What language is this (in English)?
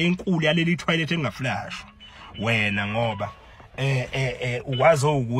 Zulu